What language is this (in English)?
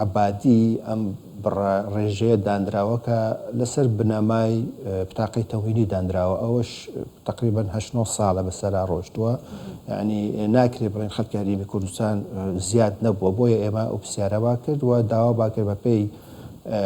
Central Kurdish